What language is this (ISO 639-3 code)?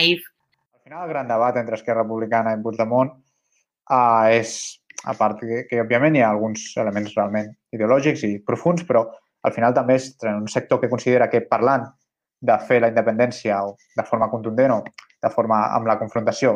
cat